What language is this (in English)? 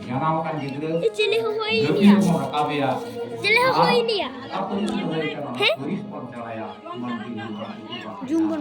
Santali